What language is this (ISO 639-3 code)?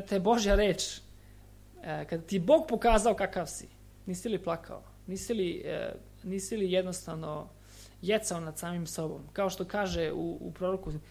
srp